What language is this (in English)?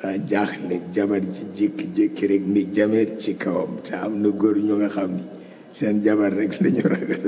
Wolof